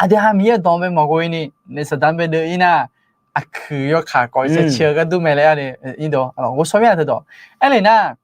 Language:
Akha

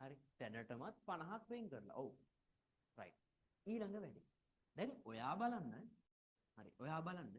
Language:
Sinhala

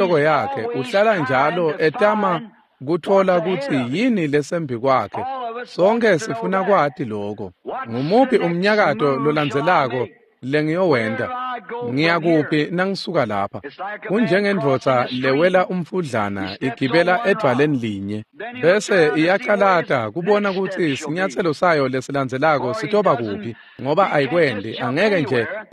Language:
Swati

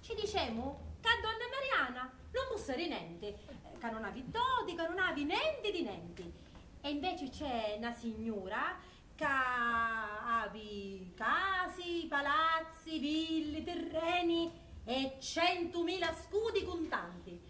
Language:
Sicilian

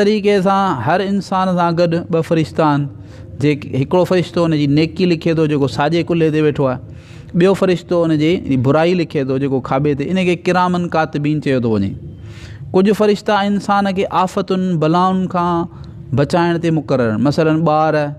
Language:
Sindhi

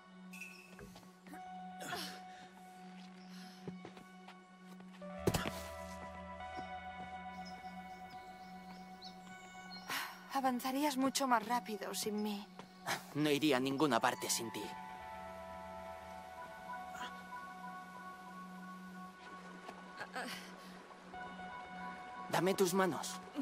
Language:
Spanish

